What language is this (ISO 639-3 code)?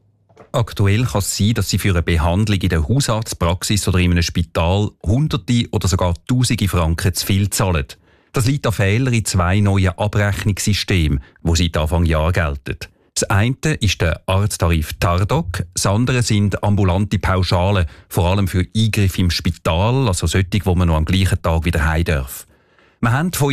deu